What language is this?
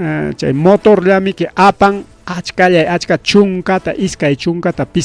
Ayacucho Quechua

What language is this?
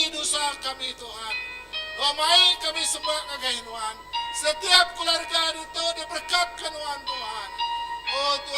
Iban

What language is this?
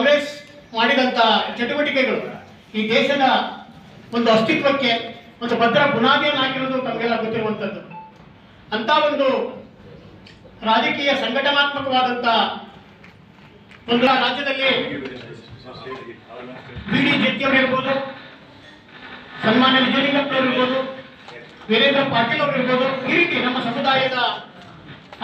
Kannada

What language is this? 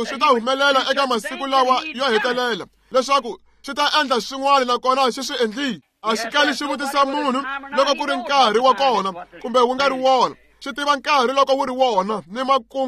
Tsonga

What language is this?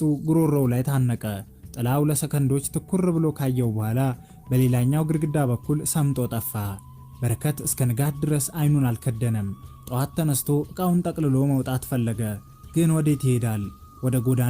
Amharic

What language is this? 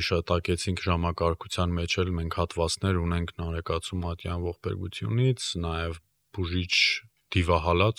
Armenian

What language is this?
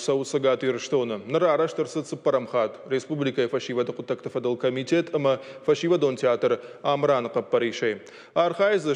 Ossetic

